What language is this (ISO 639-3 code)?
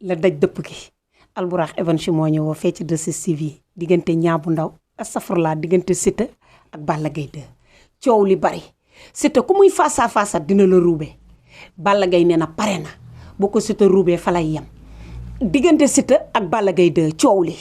wol